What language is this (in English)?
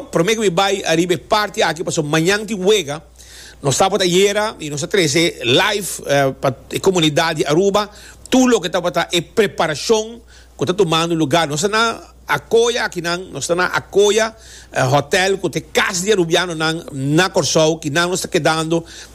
Papiamento